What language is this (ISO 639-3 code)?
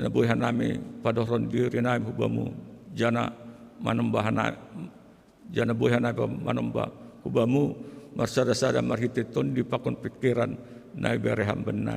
bts